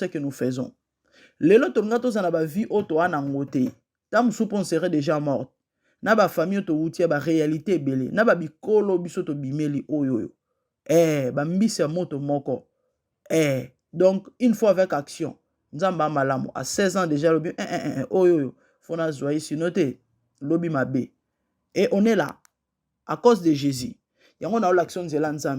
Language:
Lingala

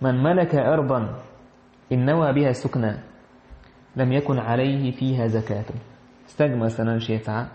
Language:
Chechen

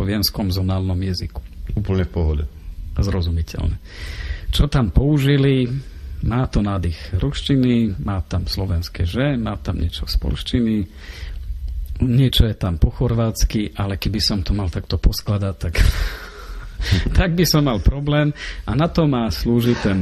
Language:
Slovak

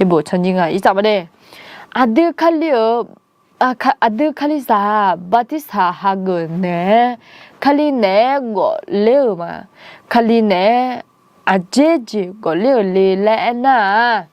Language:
Akha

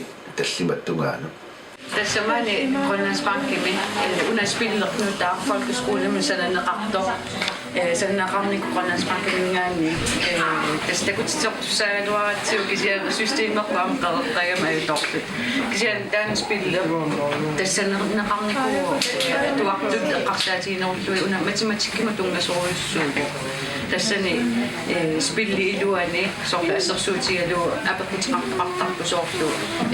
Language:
Kalaallisut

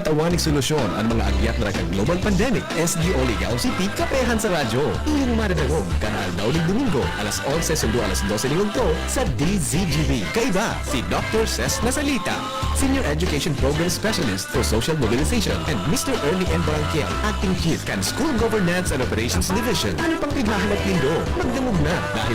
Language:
Bikol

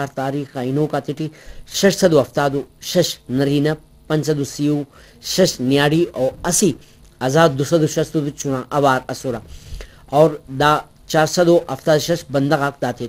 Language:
Brahui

